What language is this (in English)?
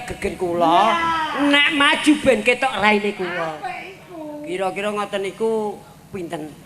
Javanese